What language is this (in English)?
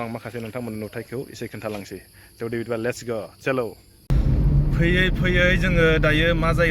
Bodo